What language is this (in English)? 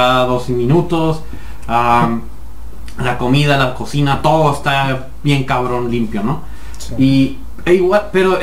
Spanish